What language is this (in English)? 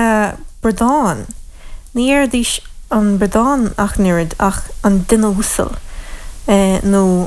Irish